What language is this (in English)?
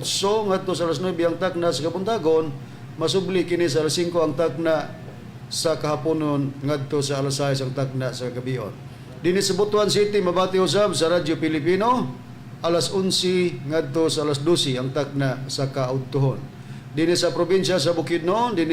Cebuano